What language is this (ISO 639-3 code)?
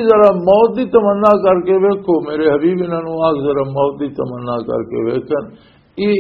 lah